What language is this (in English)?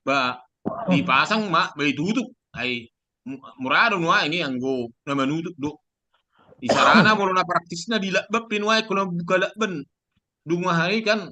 Batak Toba